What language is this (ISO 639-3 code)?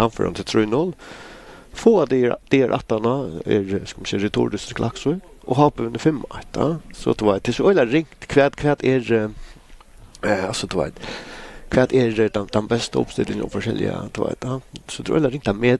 fao